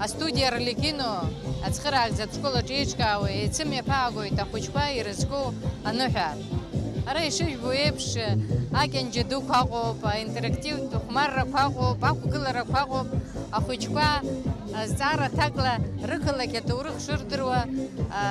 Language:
Abkhazian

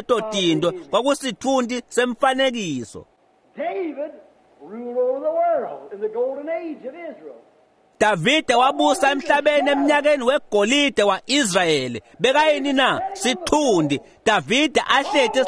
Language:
Swati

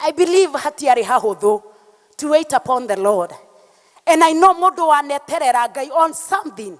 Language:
Kikuyu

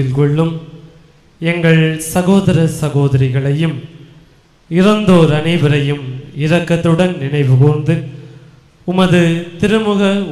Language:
Tamil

